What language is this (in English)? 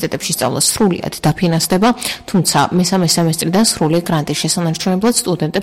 Georgian